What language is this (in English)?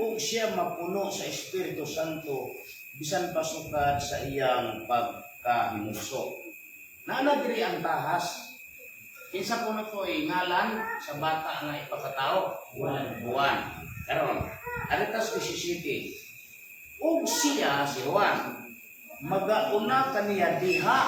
Cebuano